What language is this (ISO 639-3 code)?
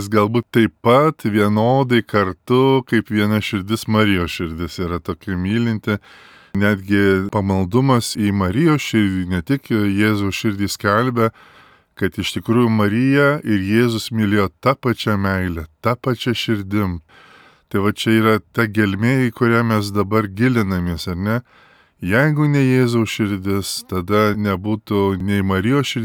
lit